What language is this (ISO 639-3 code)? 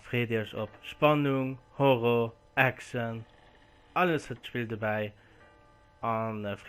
ltz